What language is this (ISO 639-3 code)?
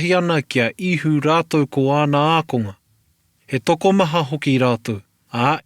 mri